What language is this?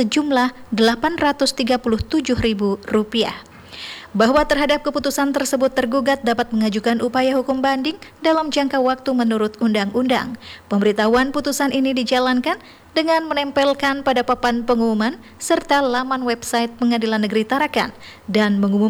Indonesian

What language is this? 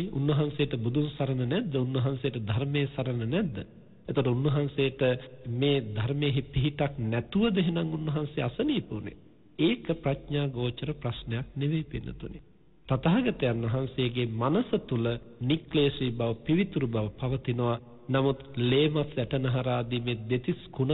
Sinhala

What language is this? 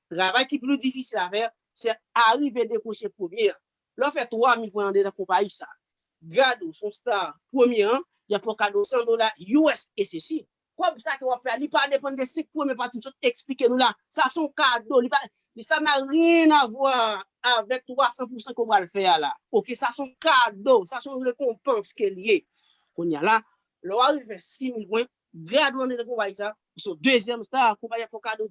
Haitian Creole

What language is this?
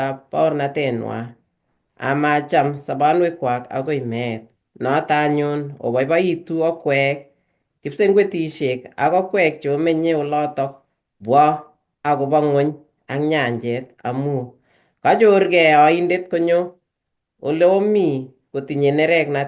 Kalenjin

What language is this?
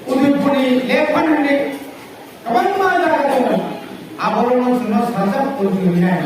Kok Borok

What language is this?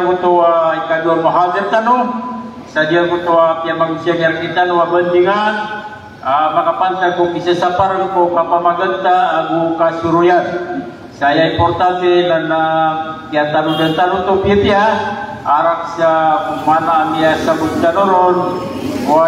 Maranao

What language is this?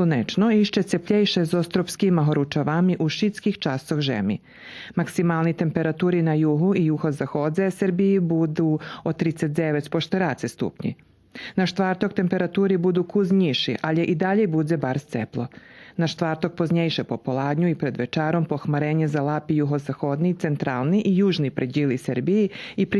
Rusyn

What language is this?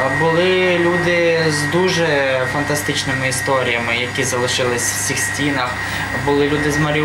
Ukrainian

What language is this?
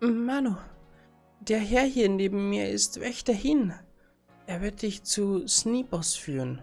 Bavarian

